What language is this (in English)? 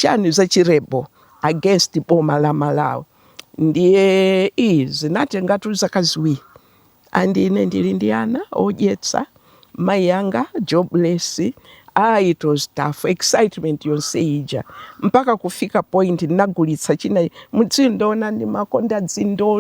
Nyanja